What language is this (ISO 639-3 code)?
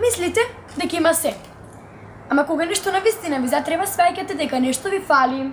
mkd